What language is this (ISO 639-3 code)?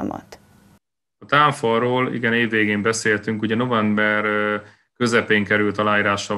hun